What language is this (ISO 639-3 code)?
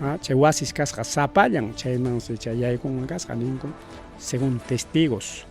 quy